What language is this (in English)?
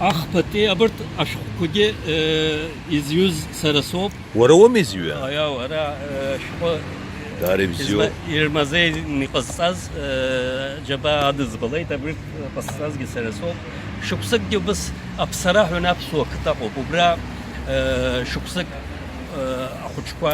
Abkhazian